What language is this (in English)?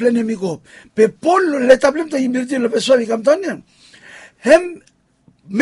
Bislama